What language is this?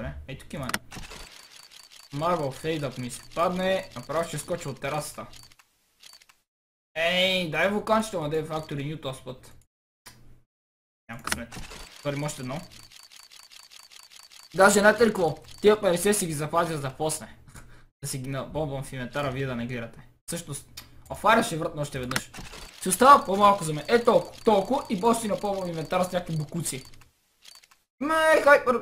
Bulgarian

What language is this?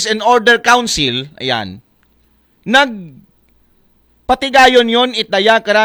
Aklanon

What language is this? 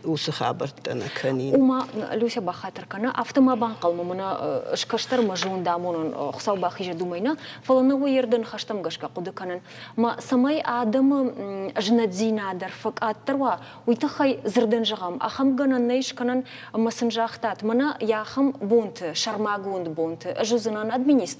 Ossetic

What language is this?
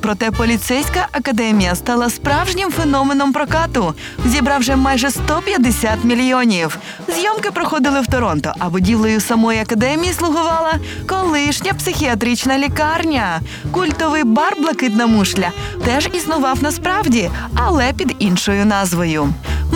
Ukrainian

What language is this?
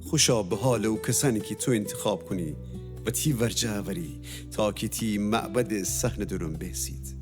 Gilaki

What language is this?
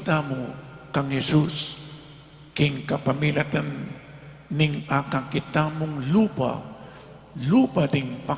Pampanga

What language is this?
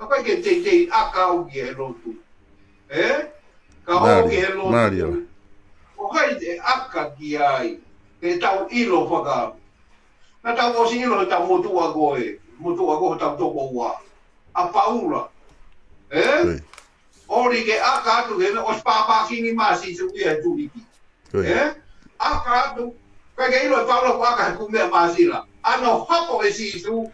Tongan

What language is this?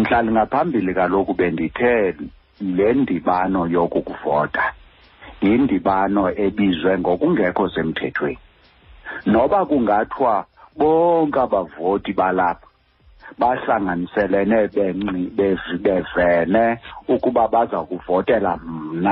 Xhosa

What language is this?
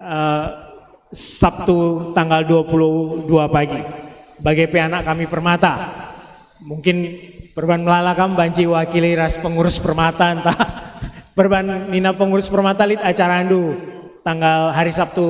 Batak Karo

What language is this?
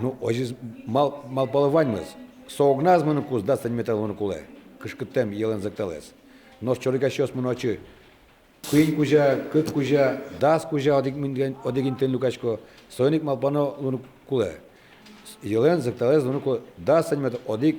Udmurt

